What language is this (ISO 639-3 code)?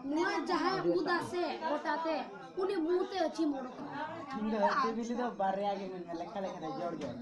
sat